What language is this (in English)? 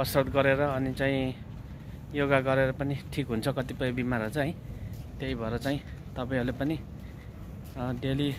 Nepali